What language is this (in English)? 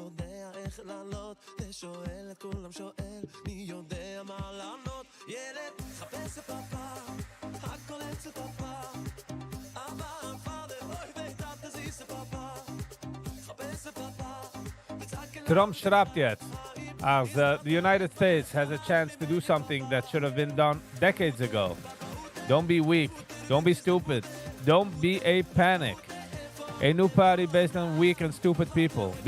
Yiddish